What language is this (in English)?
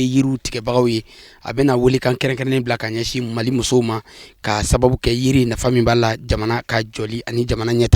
Bambara